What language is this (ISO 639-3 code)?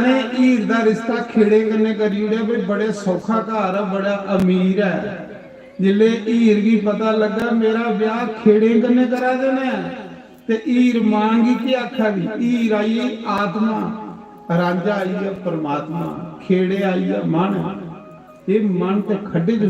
doi